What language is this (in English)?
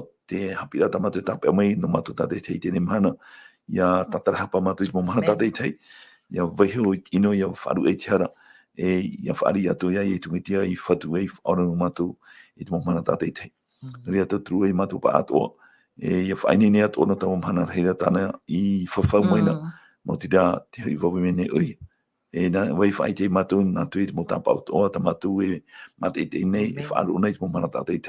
Tahitian